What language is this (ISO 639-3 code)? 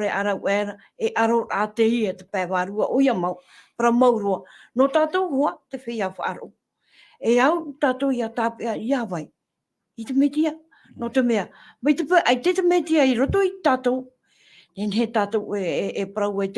tah